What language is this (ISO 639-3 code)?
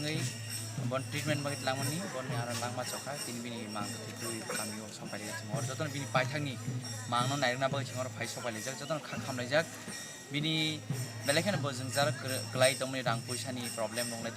trp